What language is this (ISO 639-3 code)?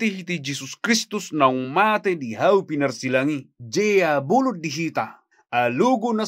bbc